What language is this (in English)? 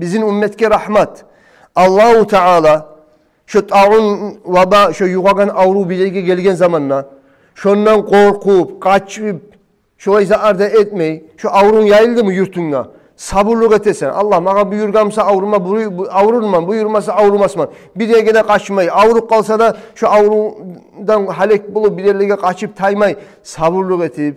Kumyk